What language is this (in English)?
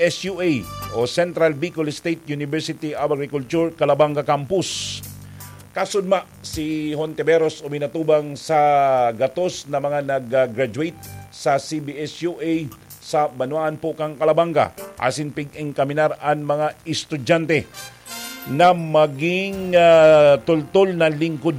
Bikol